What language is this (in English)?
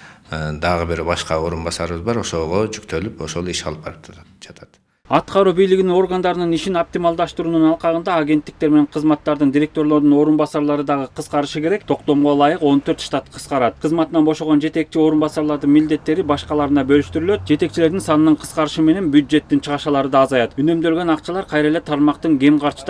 Kyrgyz